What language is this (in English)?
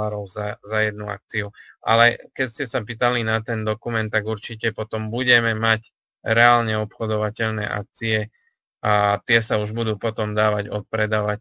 Slovak